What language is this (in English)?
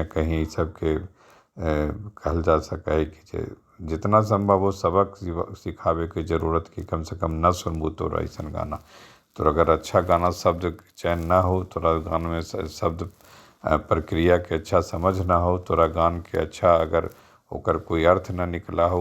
Magahi